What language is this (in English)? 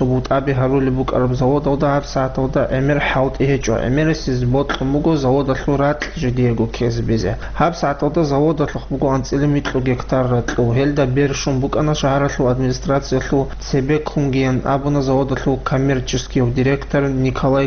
Avaric